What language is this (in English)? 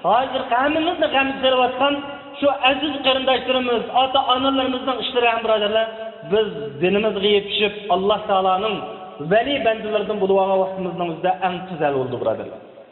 Uyghur